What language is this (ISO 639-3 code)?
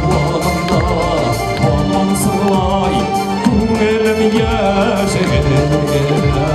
bak